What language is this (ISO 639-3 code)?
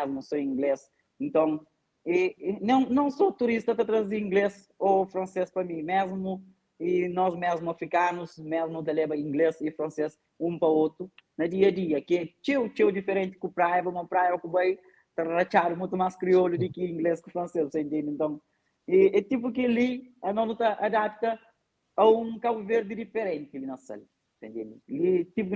kea